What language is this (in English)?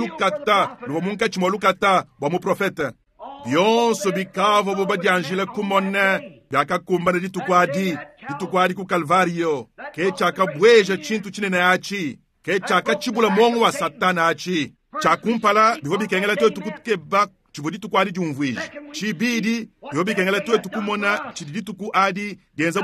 Luba-Lulua